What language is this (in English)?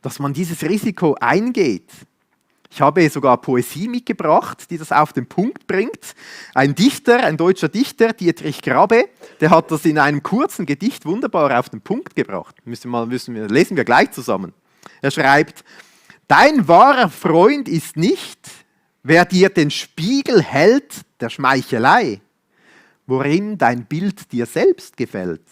Swiss German